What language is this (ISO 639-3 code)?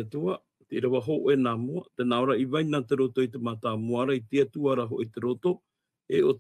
tah